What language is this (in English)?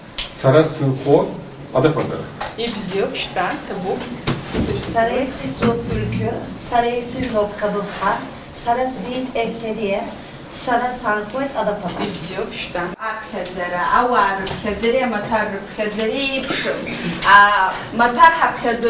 Abkhazian